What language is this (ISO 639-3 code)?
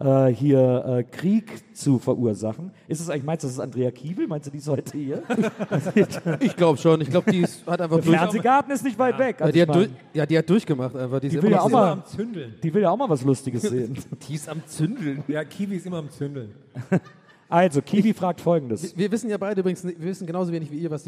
deu